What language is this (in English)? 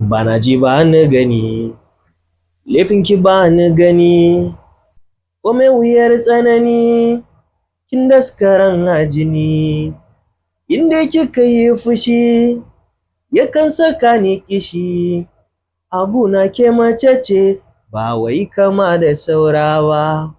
Hausa